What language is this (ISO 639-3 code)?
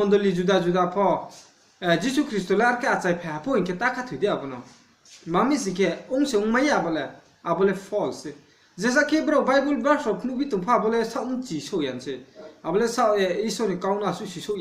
ria